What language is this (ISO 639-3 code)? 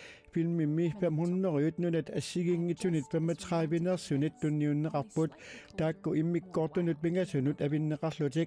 kal